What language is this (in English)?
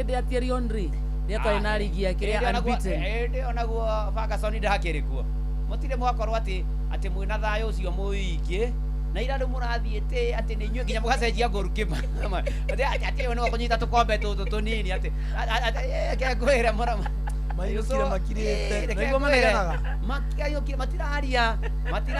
Kikuyu